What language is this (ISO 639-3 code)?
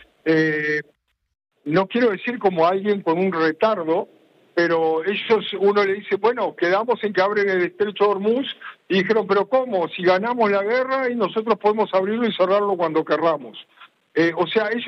spa